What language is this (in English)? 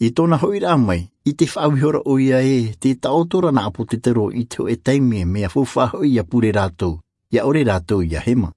Tahitian